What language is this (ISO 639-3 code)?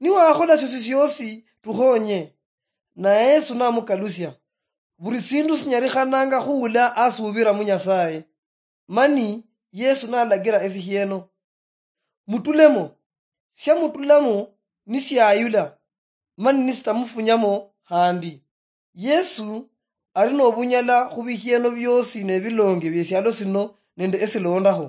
luy